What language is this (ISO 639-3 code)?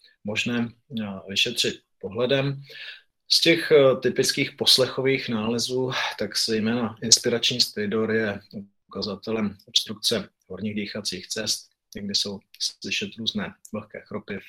ces